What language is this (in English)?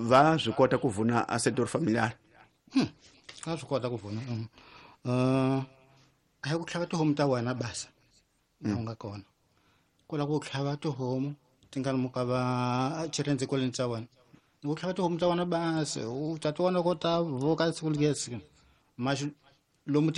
Tsonga